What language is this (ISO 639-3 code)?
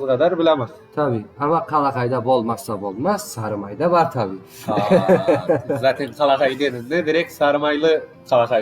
crh